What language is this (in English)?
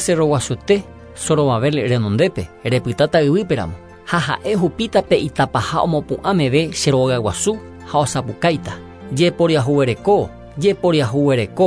Guarani